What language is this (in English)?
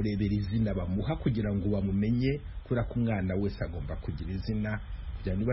Kinyarwanda